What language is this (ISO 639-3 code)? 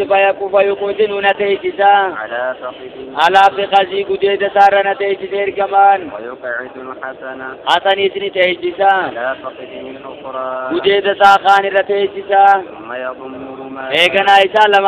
orm